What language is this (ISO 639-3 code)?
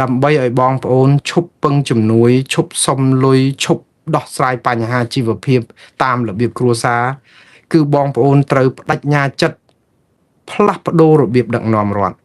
khm